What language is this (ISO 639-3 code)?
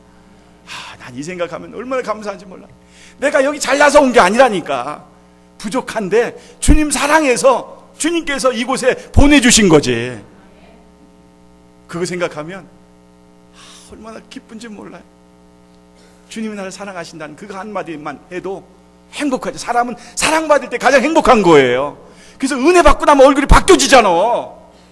kor